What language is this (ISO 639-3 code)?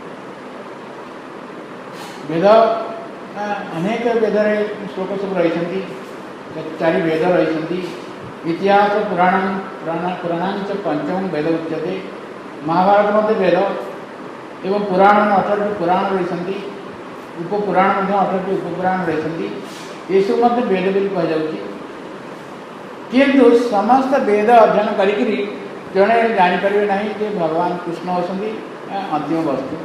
ori